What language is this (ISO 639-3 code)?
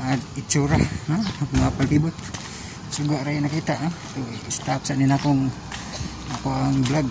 ceb